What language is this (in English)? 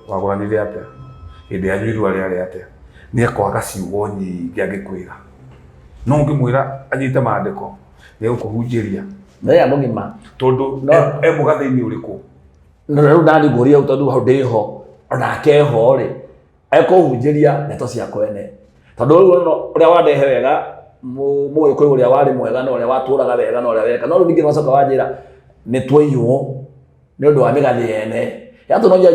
Kikuyu